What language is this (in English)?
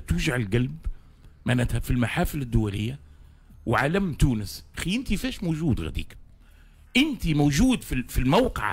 Tunisian Arabic